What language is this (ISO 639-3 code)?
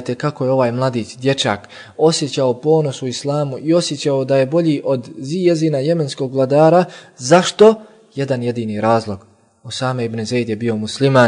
bos